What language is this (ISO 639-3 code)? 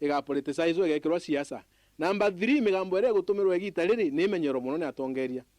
mer